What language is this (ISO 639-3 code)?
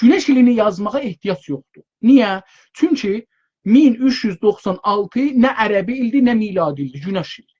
azb